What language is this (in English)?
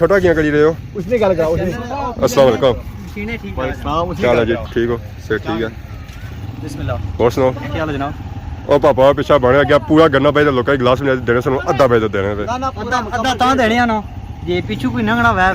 Pahari-Potwari